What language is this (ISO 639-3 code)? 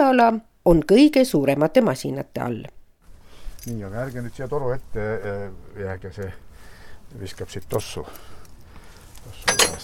est